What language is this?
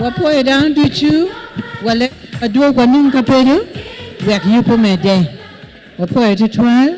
Acoli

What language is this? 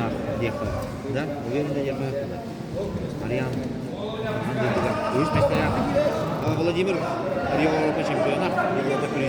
Yakut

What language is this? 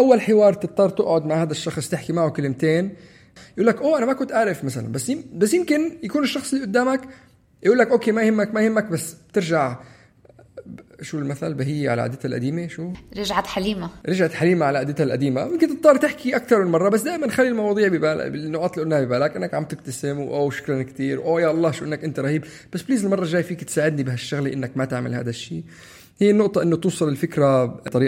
North Levantine Arabic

